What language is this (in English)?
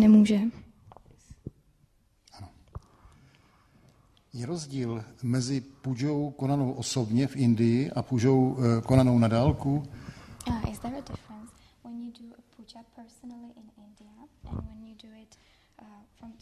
Czech